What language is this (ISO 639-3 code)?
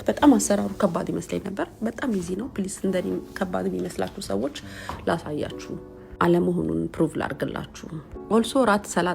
amh